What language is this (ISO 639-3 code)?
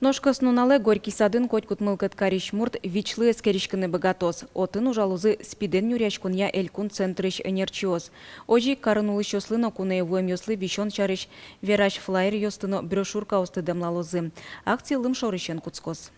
udm